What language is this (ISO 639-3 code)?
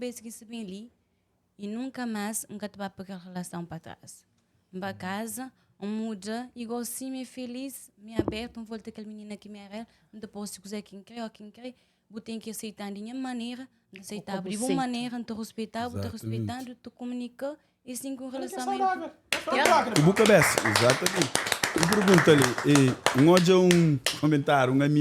kea